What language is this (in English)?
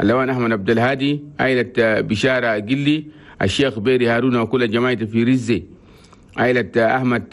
Chadian Arabic